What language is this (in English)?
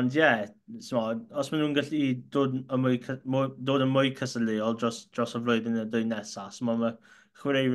Welsh